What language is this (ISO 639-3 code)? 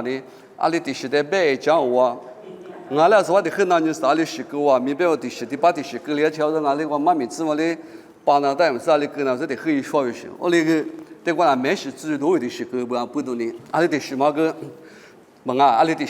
lis